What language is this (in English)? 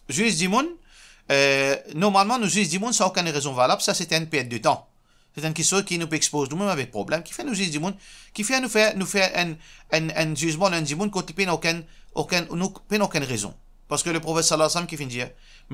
Morisyen